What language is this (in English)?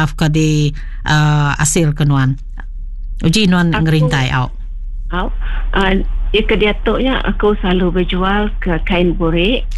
Iban